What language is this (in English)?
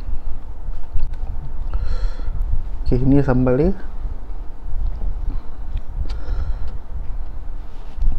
Malay